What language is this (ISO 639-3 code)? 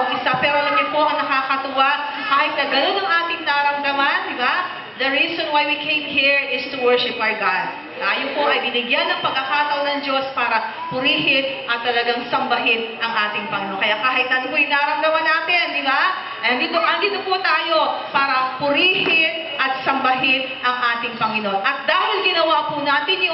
fil